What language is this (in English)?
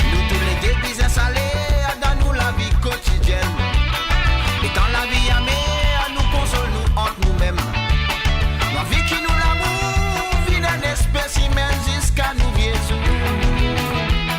Morisyen